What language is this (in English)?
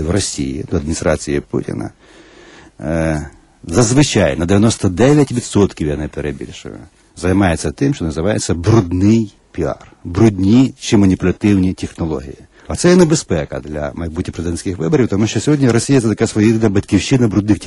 Ukrainian